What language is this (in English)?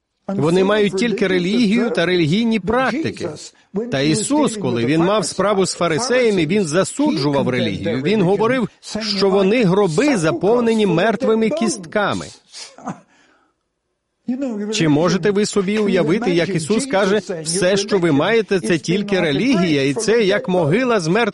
Ukrainian